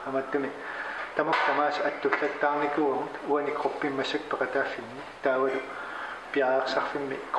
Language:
Kalaallisut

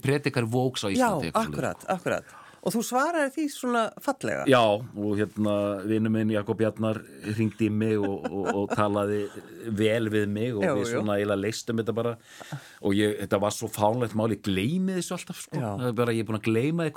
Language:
Icelandic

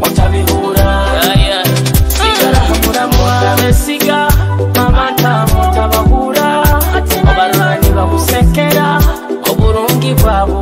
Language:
Nyoro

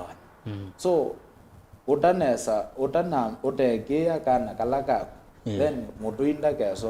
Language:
Kamba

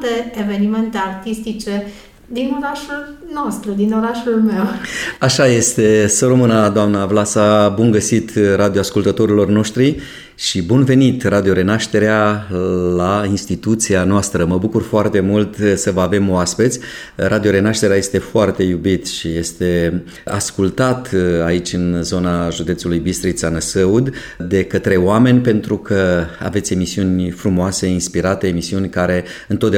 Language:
Romanian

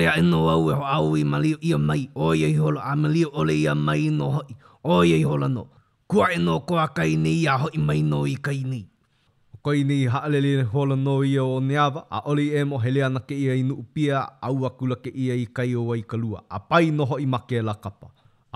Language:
Hawaiian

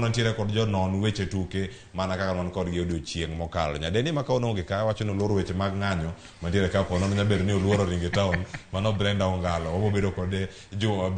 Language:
Luo (Kenya and Tanzania)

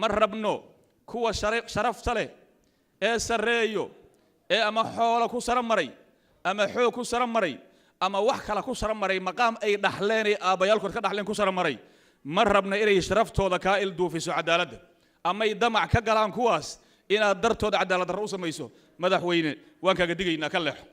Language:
Somali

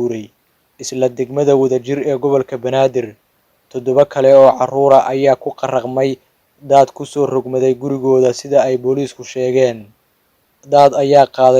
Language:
Somali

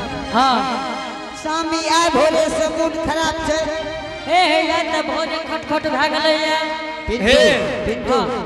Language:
Angika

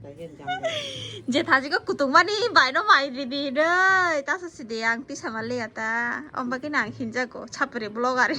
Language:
Kok Borok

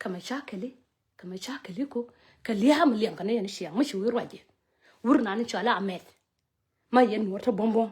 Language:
Nuer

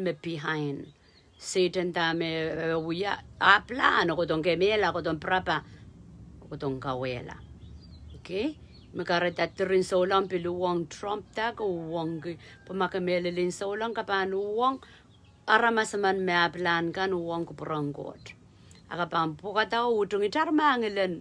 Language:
Pohnpeian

